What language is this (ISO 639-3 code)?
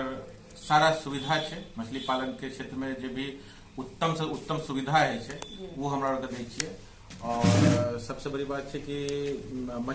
mai